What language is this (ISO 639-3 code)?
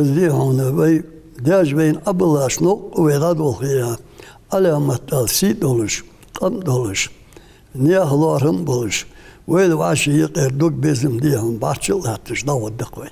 inh